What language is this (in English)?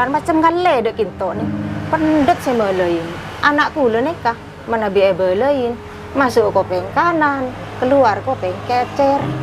Madurese